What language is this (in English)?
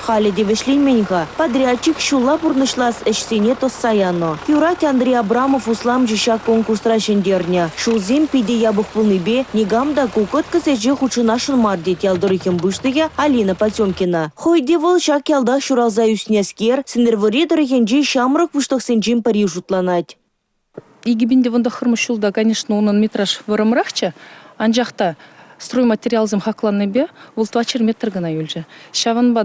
Chuvash